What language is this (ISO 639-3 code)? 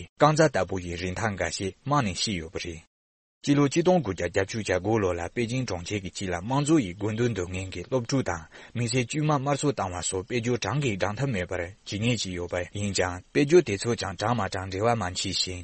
bod